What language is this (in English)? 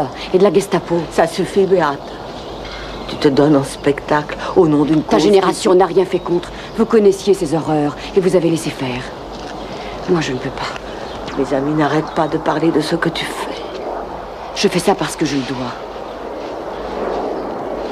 French